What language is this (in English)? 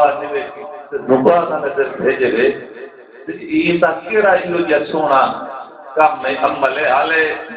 Saraiki